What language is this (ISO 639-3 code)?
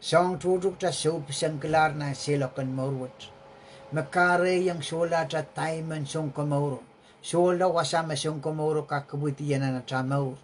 pon